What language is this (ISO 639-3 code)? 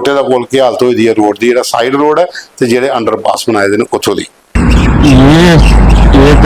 doi